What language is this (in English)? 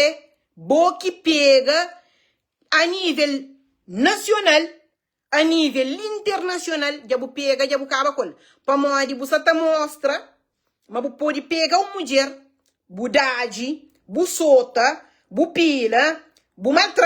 Kabuverdianu